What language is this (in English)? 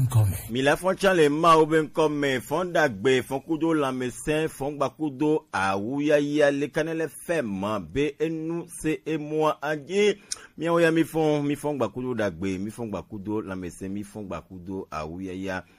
Gen